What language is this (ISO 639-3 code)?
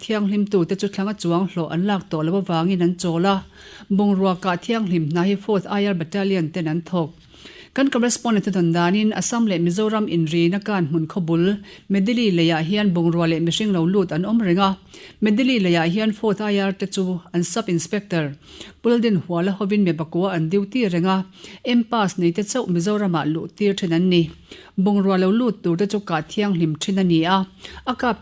lus